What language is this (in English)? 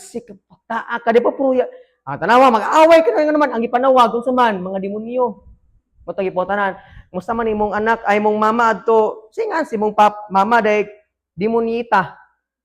Cebuano